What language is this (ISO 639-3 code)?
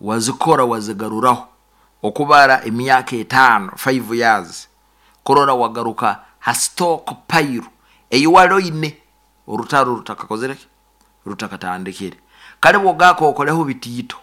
nyn